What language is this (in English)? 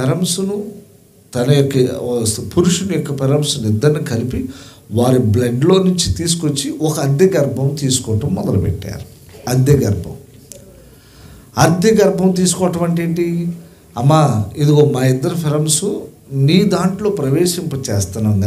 Telugu